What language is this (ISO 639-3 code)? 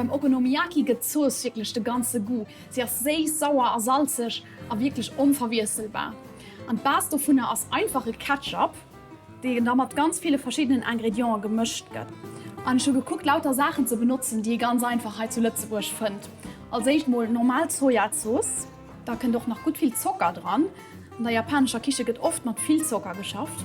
ltz